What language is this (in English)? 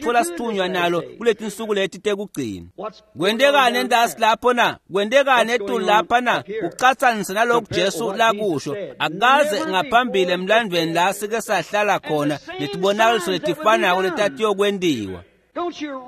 Swati